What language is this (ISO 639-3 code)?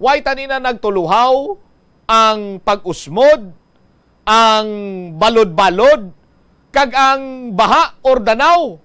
hil